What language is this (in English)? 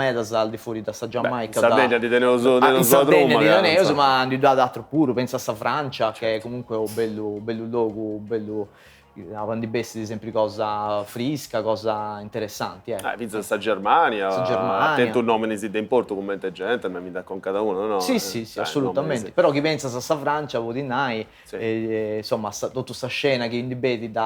Sardinian